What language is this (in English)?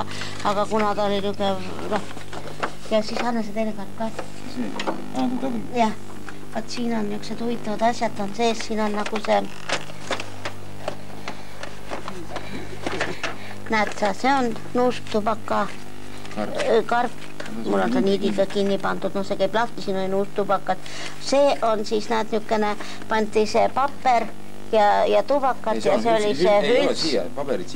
Estonian